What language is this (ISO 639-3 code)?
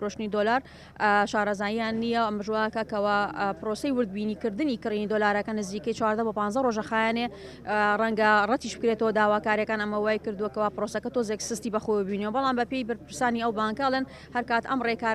ckb